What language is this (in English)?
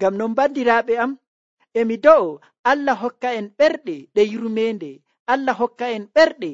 Nigerian Fulfulde